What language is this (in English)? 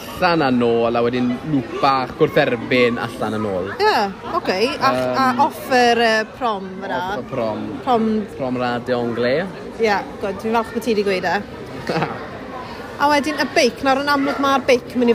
Welsh